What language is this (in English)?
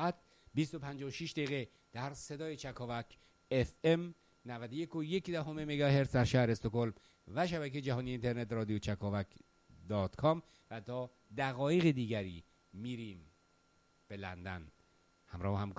Persian